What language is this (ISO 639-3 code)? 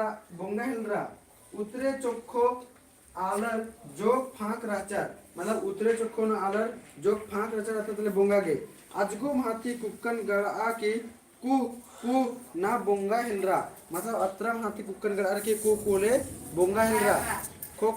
kru